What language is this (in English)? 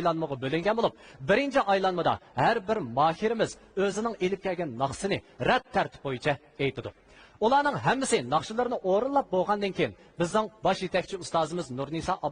Uyghur